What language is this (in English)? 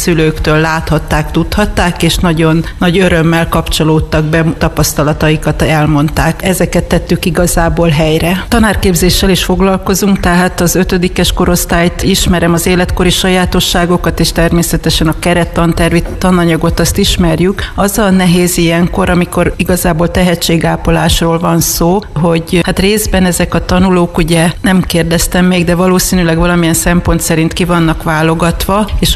Hungarian